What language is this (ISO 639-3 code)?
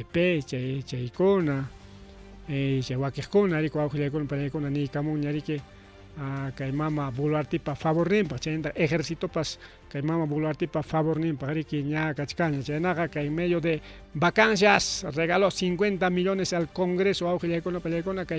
quy